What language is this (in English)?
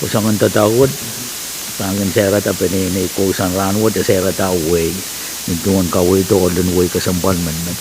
Pohnpeian